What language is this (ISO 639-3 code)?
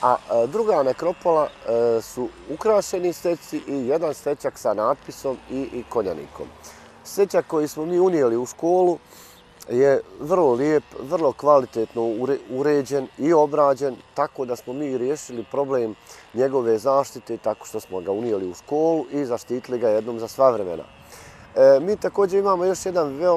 bos